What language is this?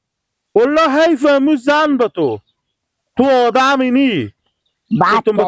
Persian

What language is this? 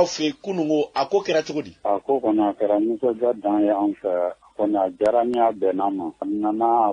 Bambara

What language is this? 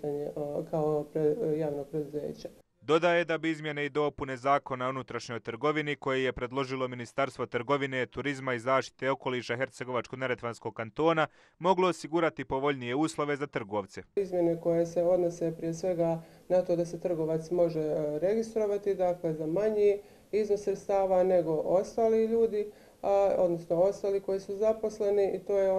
Bosnian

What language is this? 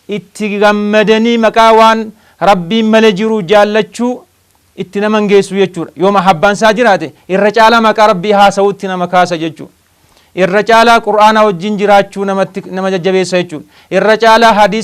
Oromo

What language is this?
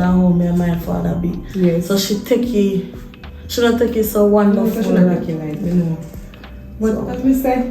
Jamaican Creole English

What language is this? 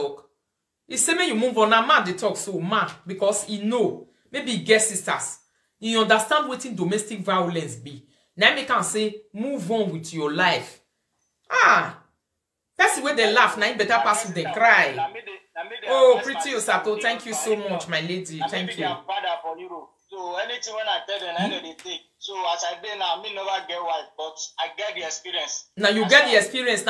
Nigerian Pidgin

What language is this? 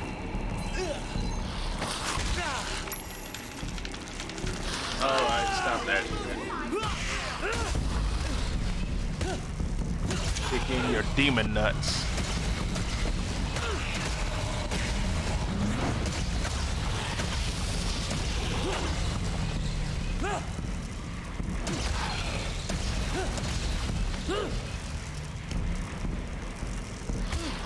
English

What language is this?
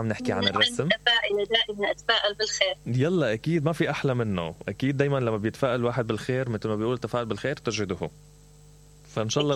Mesopotamian Arabic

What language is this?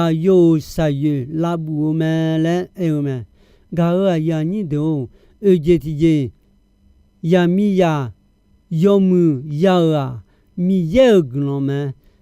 Akha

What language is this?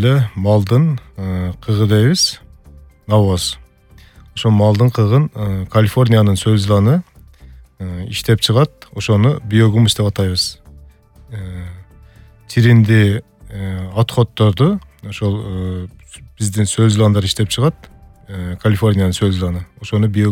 Kyrgyz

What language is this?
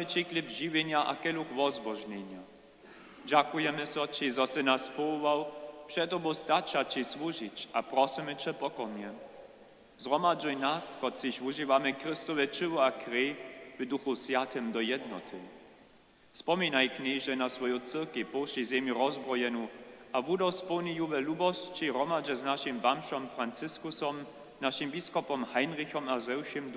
Upper Sorbian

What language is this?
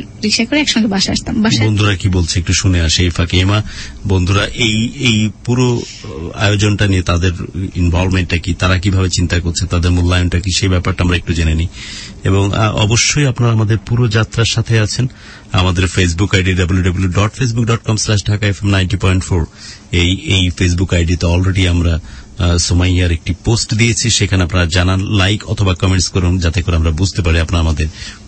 Bangla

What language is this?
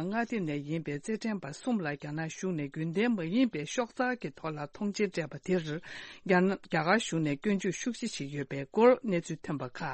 Tibetan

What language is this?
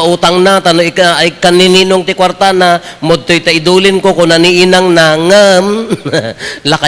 Iloko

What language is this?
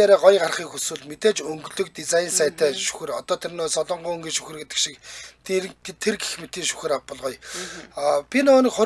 Mongolian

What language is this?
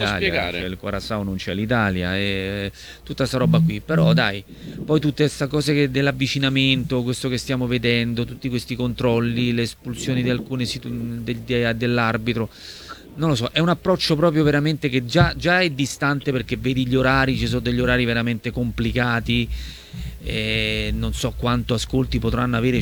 Italian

